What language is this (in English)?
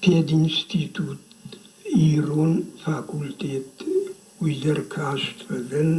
Ossetic